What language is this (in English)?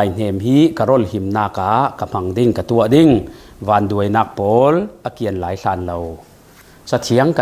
Falam Chin